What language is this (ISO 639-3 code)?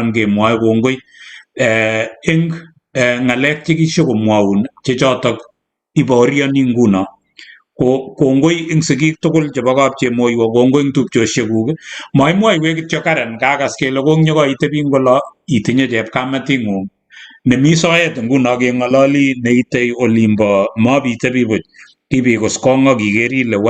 kln